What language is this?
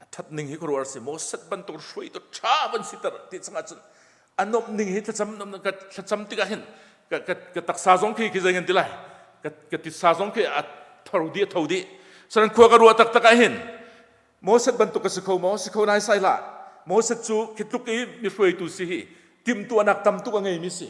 Hakha Chin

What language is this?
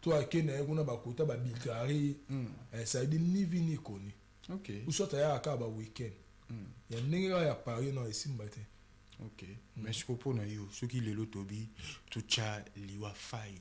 Lingala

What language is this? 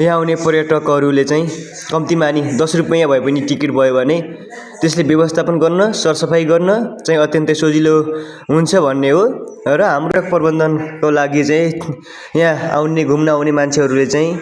Nepali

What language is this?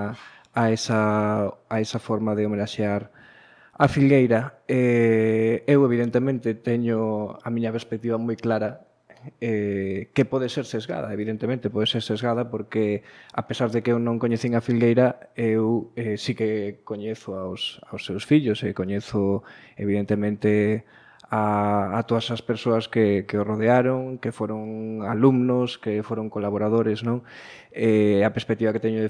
Galician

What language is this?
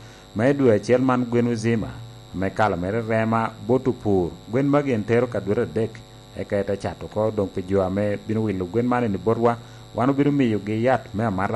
Lango (Uganda)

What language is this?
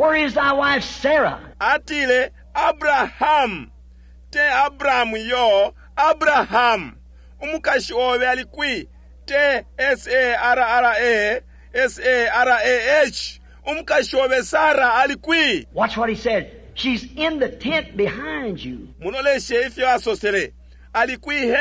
Bemba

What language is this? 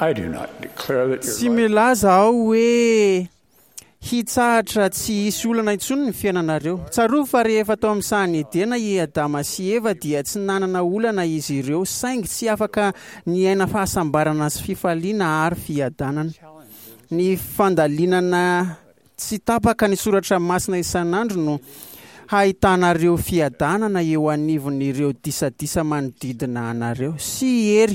Malagasy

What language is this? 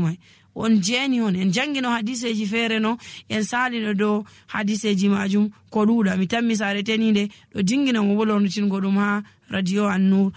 Fula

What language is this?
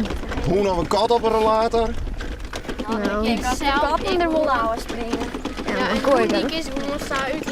Western Frisian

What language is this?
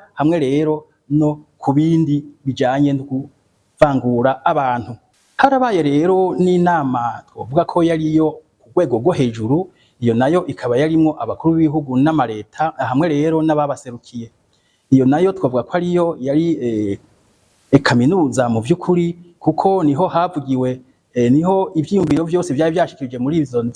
Rundi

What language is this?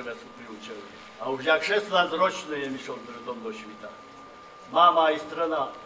Rusyn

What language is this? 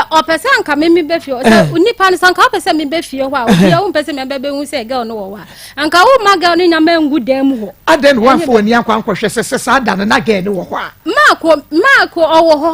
Akan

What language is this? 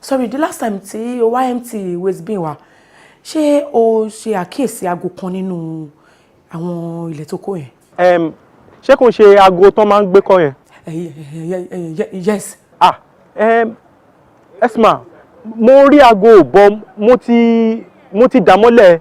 Yoruba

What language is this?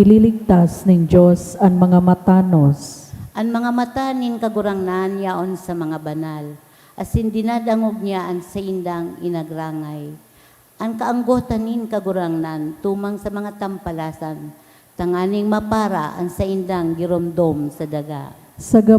Bikol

